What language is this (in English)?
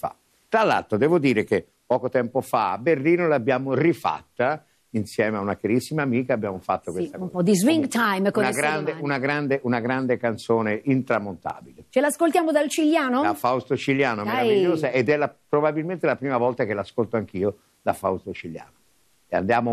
Italian